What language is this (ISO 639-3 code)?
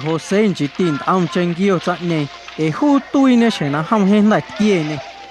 amu